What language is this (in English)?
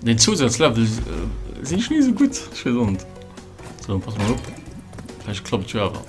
Luxembourgish